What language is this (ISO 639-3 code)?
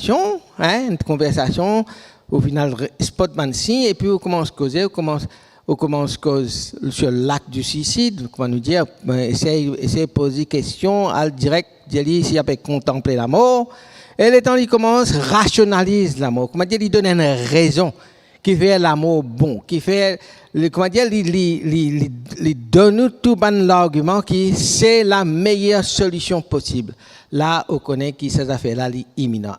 mfe